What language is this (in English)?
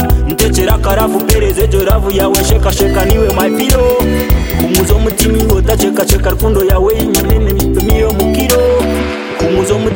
Kinyarwanda